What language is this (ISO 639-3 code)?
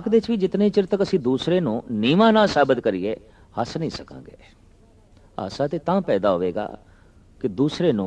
pan